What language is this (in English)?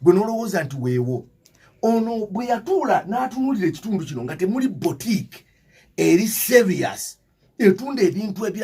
Ganda